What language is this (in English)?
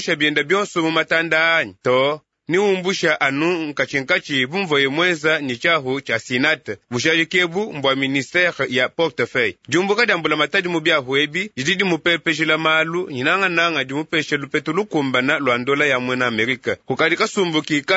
Luba-Lulua